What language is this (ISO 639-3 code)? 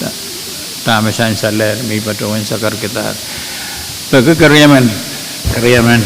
pon